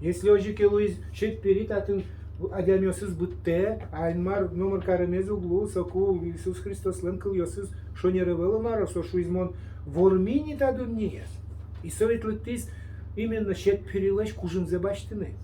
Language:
Udmurt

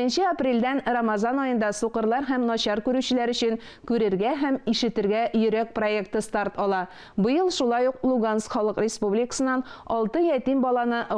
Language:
Tatar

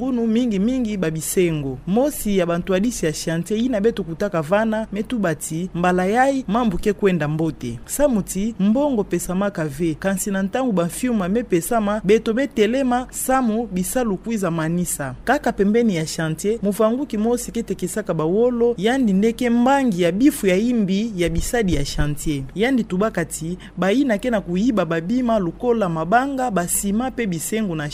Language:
Kituba (Democratic Republic of Congo)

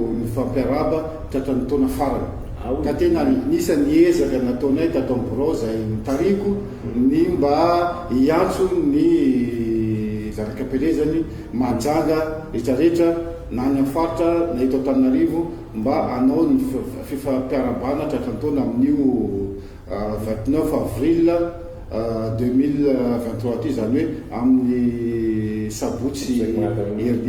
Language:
Malagasy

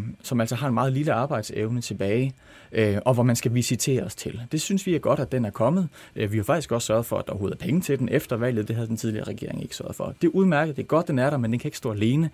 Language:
Danish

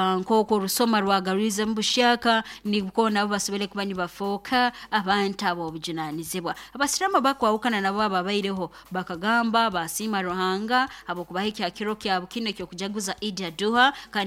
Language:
Nyoro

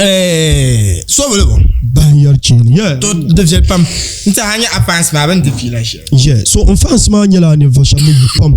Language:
Dagbani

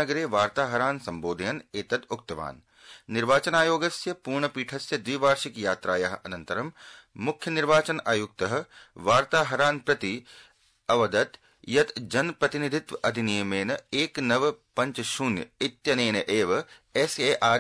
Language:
Sanskrit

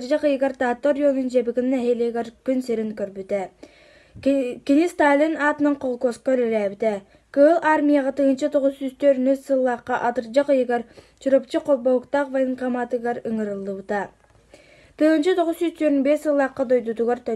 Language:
Yakut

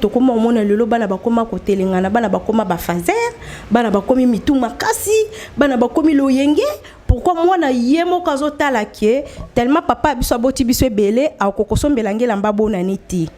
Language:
Lingala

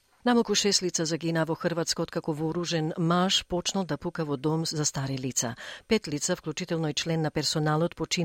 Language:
Macedonian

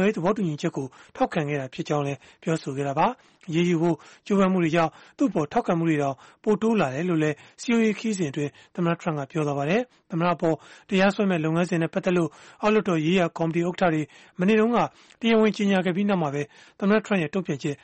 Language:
Burmese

